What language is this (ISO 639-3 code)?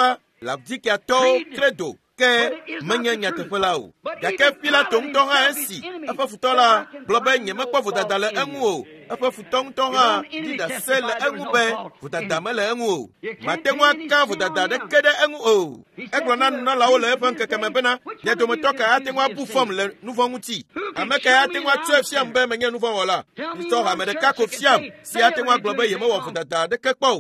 ewe